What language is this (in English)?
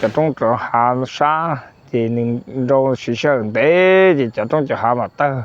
Hmong